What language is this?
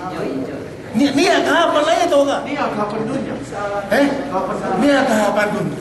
Yakan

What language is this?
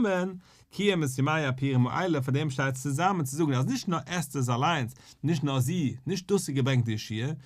Yiddish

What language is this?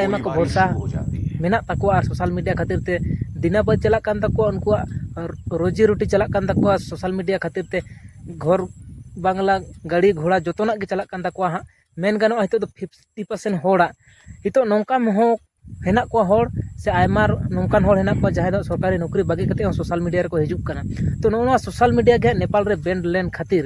Santali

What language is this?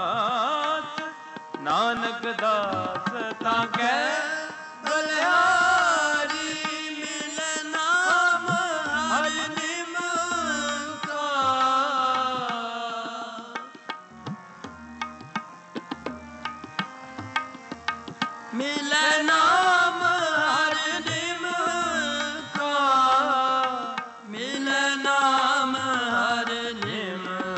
Punjabi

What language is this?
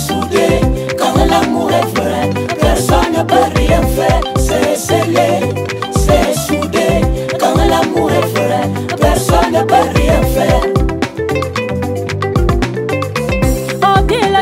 French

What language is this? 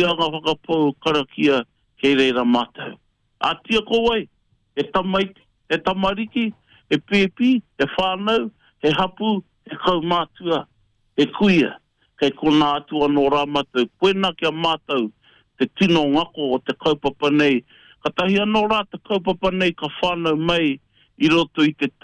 Māori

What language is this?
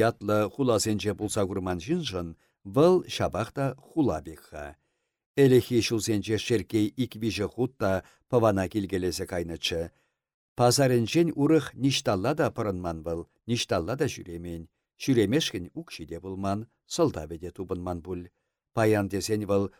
Chuvash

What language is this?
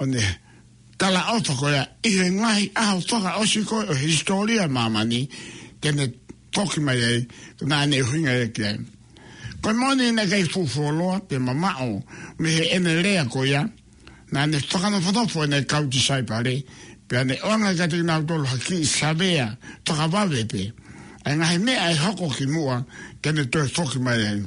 Tongan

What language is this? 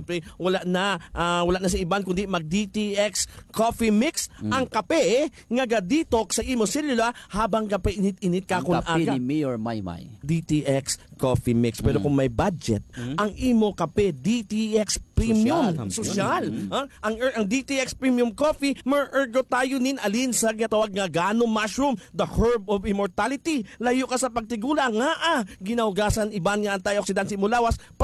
Hiligaynon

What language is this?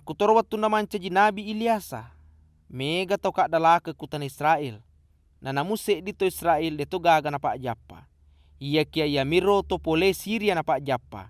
Buginese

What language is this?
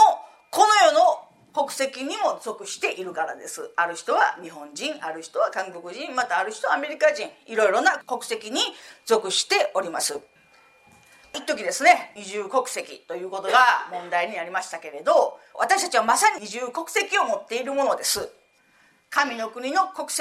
Japanese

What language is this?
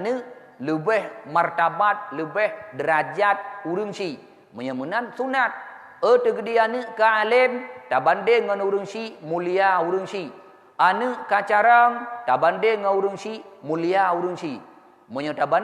Achinese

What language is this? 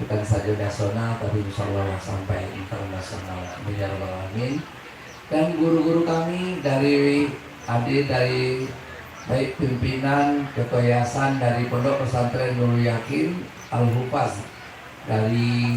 Minangkabau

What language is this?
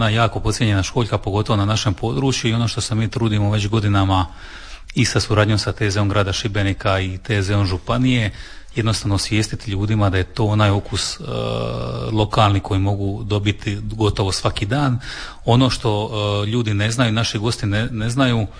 Croatian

